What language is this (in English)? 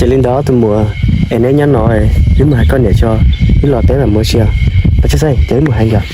Hmong